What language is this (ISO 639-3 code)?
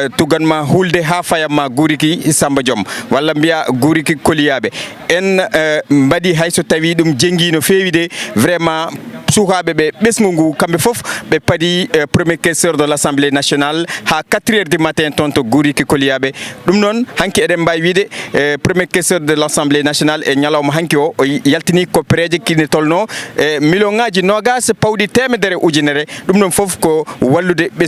ful